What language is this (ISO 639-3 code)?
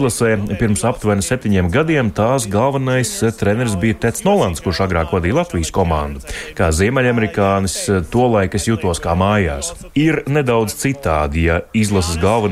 lav